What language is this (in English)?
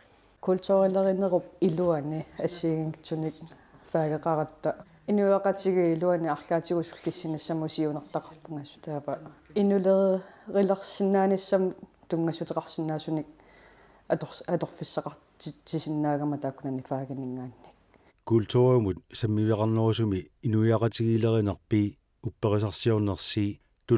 Kalaallisut